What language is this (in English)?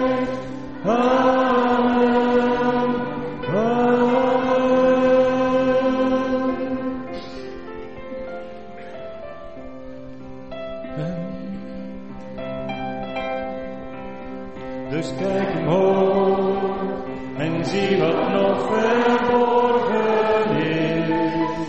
Dutch